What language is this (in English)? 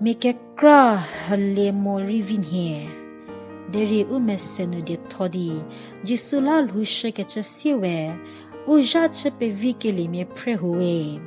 Angami Naga